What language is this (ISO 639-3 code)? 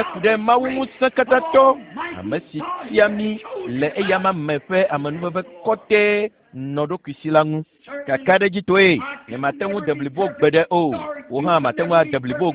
ewe